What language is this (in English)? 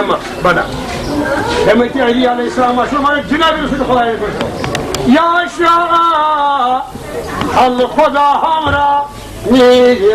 Kashmiri